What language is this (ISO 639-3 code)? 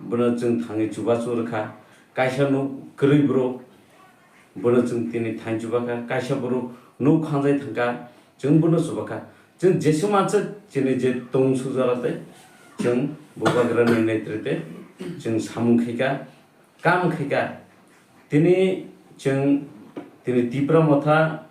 trp